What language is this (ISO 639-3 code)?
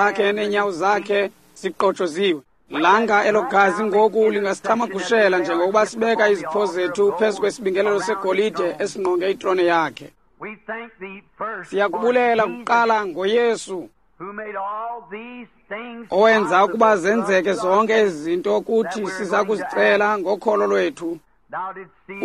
xho